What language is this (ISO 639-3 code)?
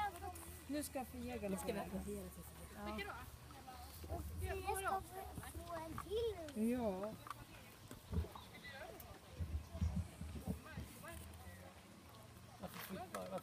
swe